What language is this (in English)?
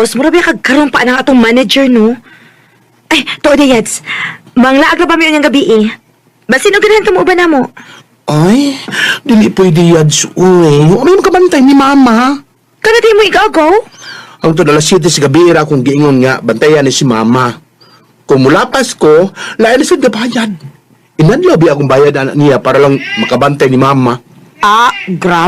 Cebuano